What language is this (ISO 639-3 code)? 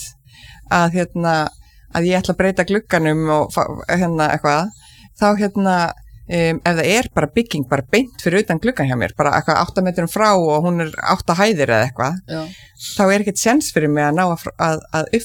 isl